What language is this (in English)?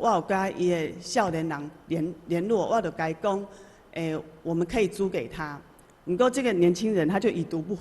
Min Nan Chinese